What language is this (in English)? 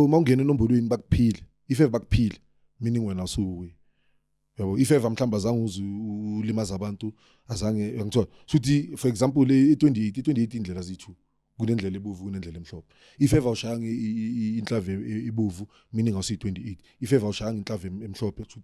Zulu